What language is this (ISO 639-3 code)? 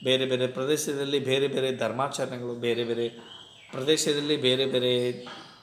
kan